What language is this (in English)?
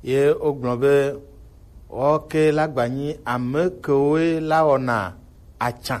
Gen